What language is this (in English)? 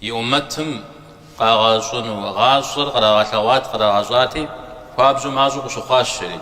Kabardian